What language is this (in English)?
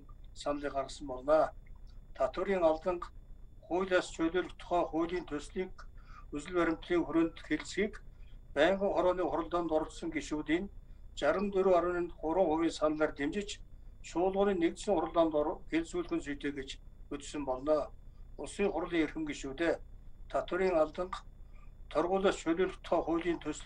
Mongolian